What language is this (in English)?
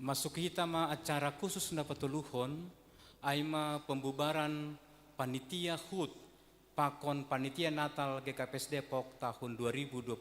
Batak Simalungun